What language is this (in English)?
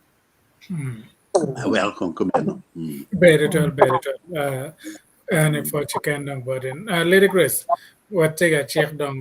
Acoli